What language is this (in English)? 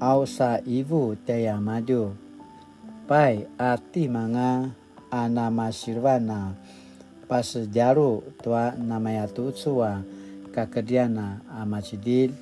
Paiwan